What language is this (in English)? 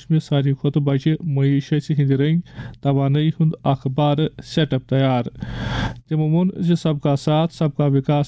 Kashmiri